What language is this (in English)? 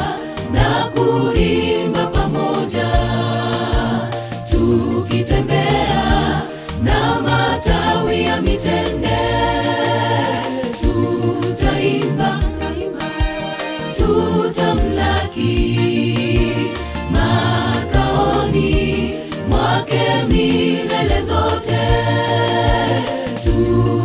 Swahili